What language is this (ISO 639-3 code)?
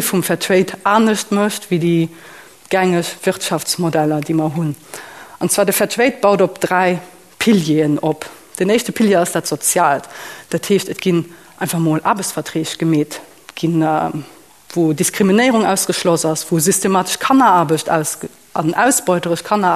ltz